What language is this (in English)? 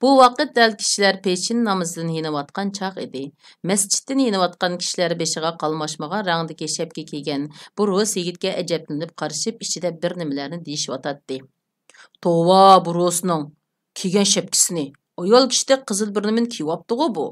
Uyghur